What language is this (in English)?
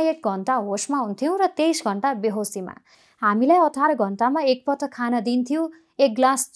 Nepali